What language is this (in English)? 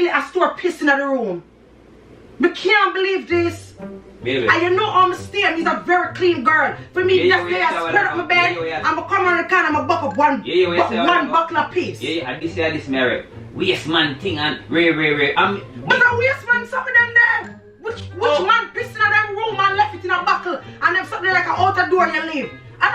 Jamaican Creole English